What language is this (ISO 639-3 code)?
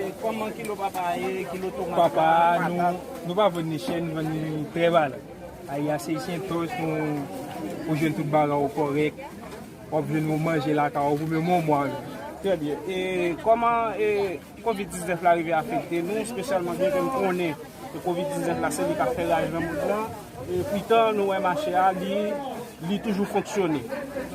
hat